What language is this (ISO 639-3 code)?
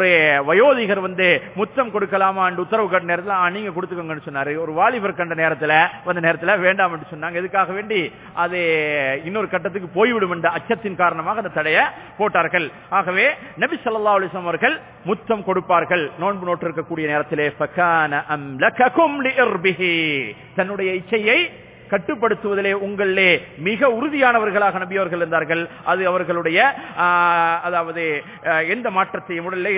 tam